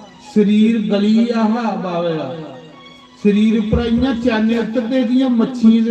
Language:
Dogri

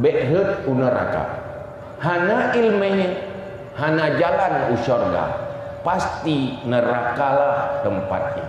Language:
Achinese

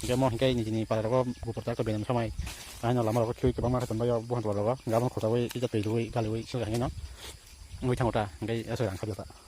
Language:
Kok Borok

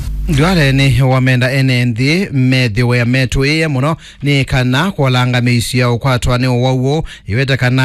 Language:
Kamba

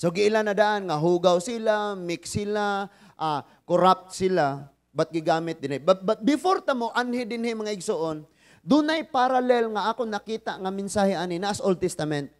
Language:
Cebuano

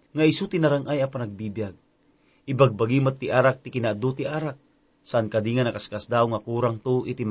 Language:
Iloko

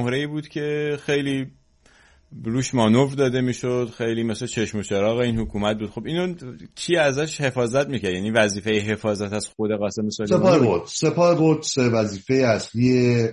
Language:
Persian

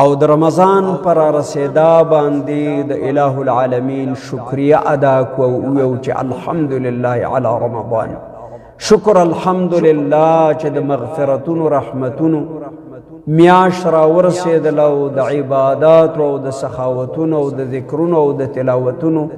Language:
Pashto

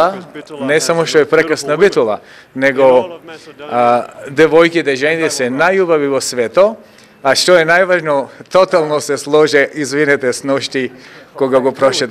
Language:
Macedonian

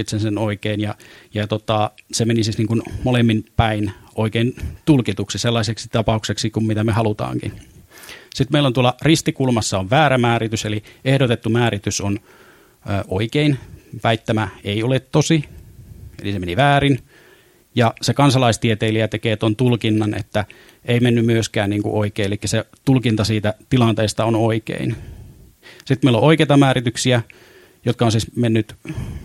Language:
Finnish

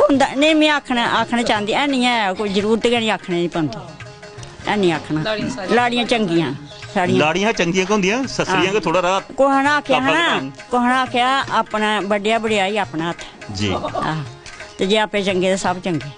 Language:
Dogri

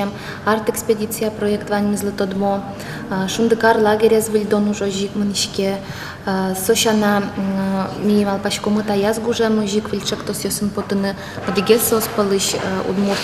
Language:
Udmurt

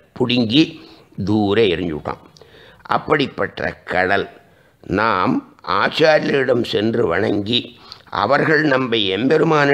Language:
Tamil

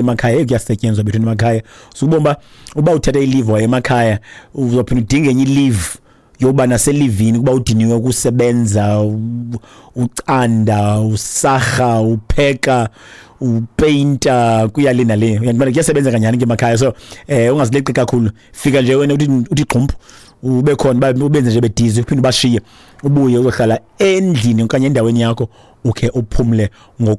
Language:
Xhosa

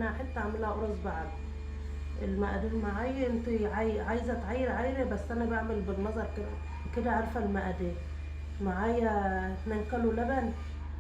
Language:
Egyptian Arabic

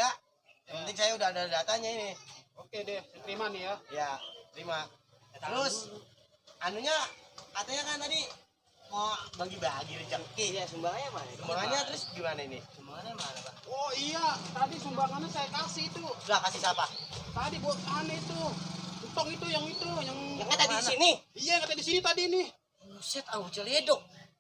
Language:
Betawi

